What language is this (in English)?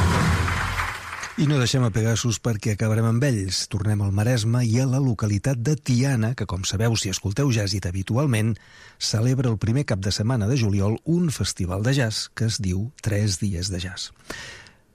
Catalan